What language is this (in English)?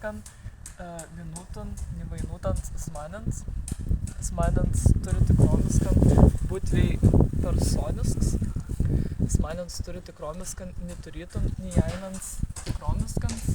Prussian